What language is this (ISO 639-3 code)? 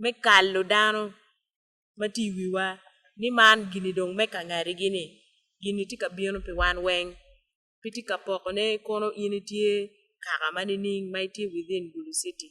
ach